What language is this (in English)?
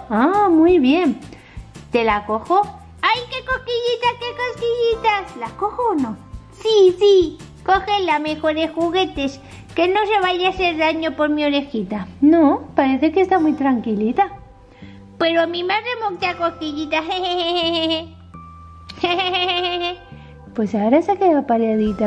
Spanish